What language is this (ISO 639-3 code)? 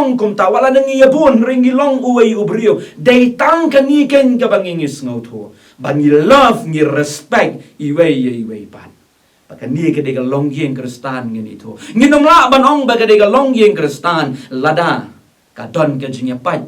kha